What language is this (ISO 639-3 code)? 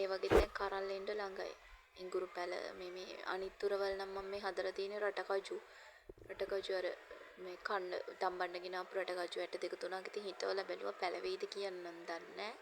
sin